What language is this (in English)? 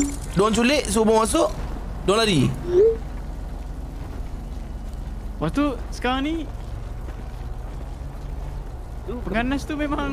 Malay